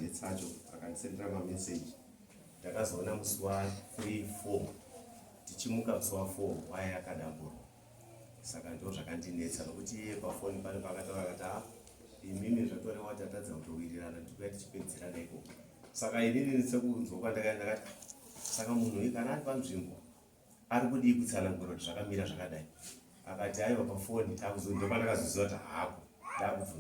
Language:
Shona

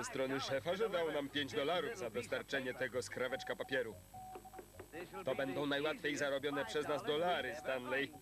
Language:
Polish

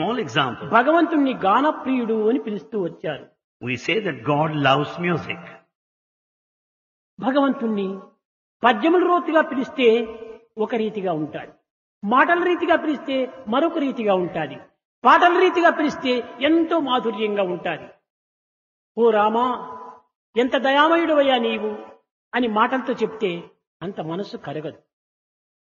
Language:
Telugu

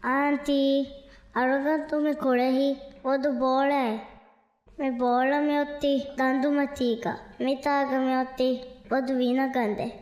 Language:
Divehi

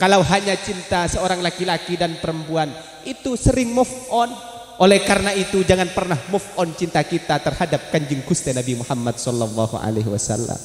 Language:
Madurese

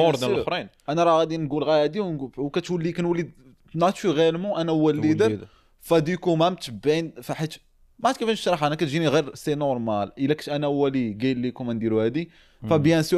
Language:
Moroccan Arabic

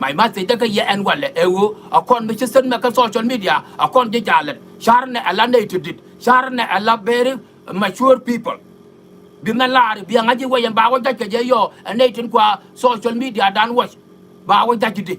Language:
Nuer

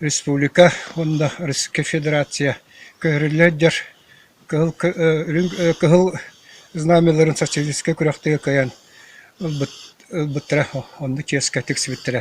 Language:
Yakut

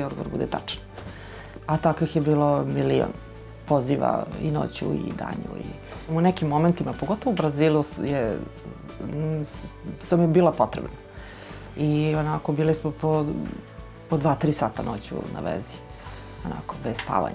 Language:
Serbian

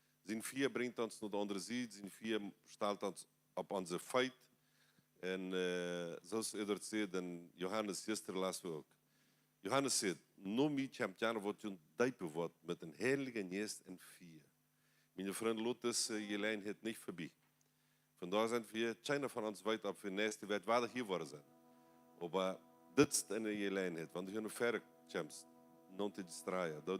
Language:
Plautdietsch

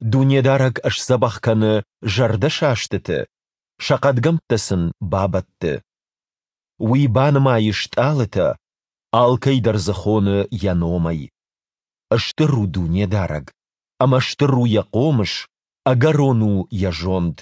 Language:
Ossetic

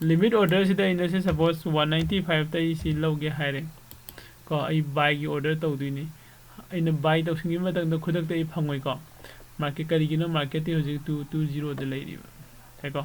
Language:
Manipuri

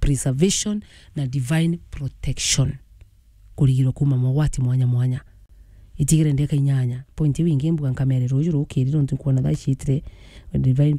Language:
Meru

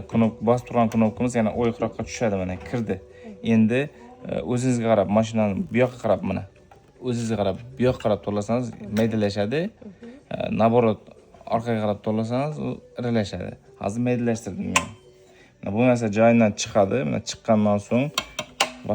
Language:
Uzbek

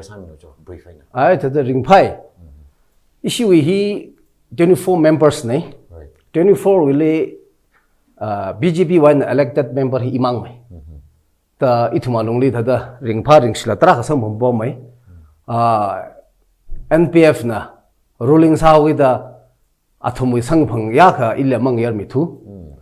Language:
Tangkhul Naga (India)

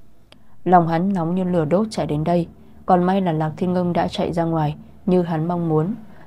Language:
Vietnamese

